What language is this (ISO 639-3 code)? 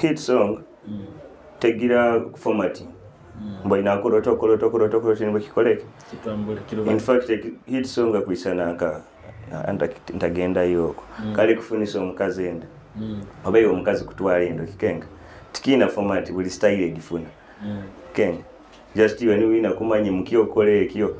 nyo